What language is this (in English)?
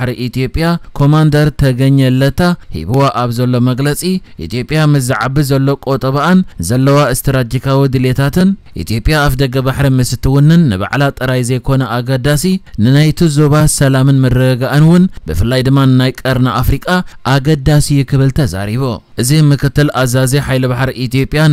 Tigrinya